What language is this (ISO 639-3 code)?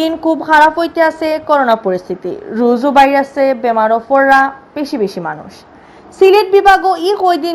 syl